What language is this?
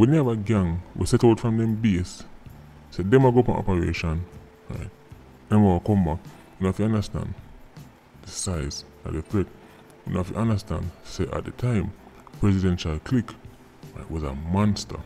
Jamaican Creole English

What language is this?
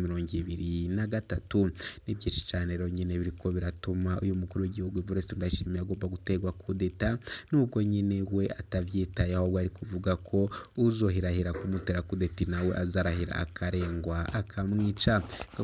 Rundi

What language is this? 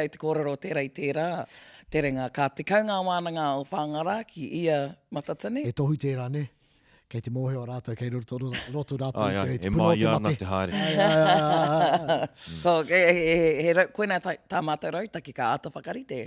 Māori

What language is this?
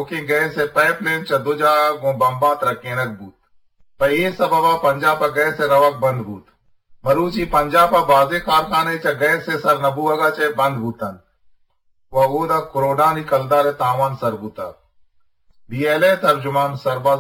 Eastern Balochi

